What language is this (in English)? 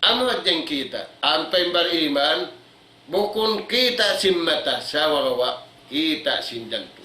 Tausug